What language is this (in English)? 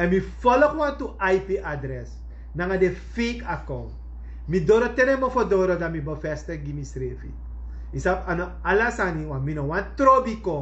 Sranan Tongo